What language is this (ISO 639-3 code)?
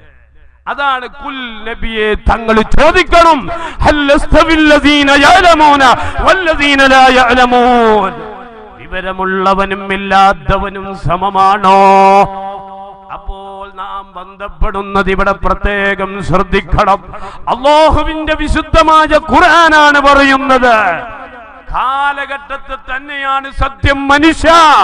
mal